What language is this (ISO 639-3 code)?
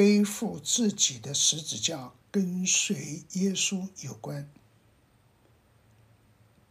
zho